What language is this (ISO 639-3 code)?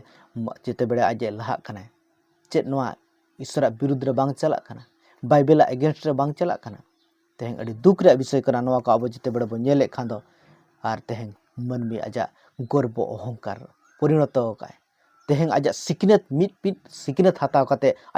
sat